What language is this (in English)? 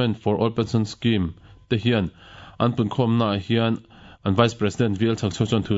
Mizo